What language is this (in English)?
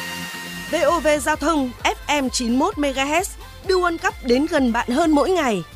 Vietnamese